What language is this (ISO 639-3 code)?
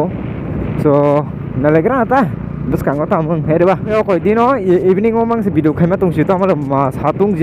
trp